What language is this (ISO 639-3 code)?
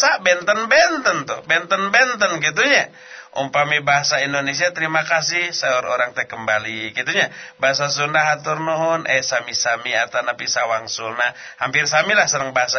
sun